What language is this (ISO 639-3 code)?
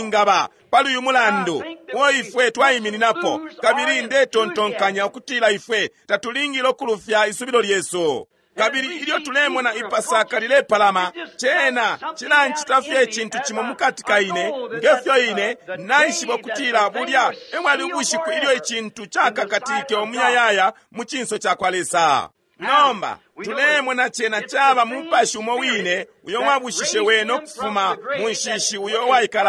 bem